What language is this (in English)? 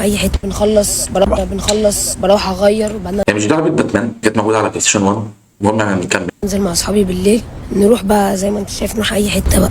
Egyptian Arabic